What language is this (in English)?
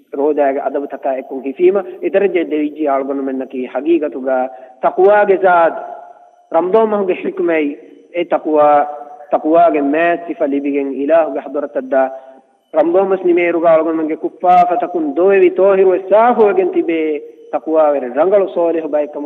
Divehi